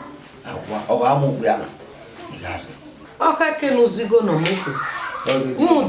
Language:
Bini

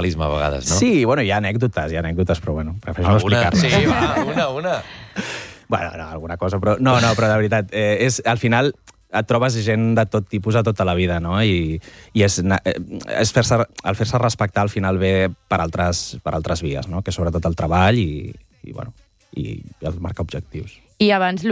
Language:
Catalan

